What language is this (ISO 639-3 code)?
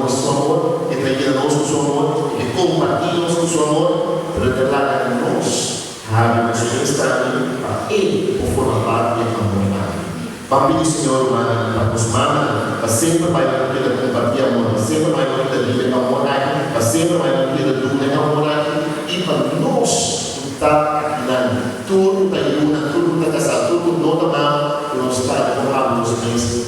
pap